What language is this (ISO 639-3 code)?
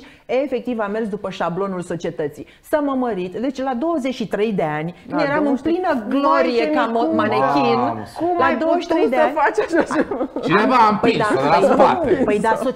ron